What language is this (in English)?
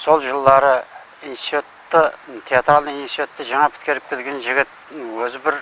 Kara-Kalpak